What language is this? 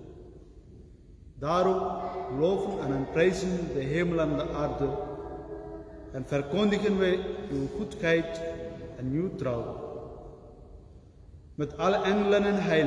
Dutch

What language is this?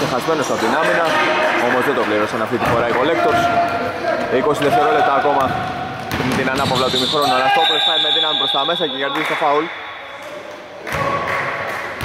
Greek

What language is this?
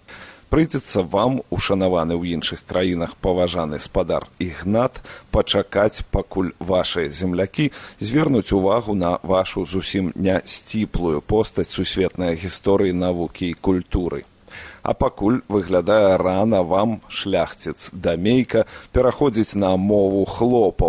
Belarusian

